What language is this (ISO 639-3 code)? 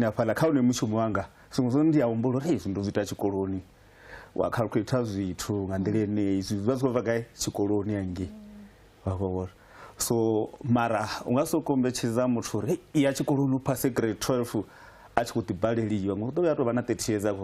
ven